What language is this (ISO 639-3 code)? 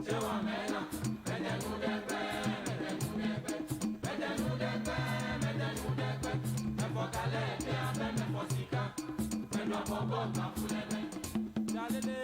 ewe